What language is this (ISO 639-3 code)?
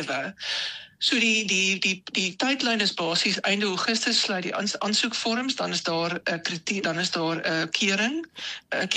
afr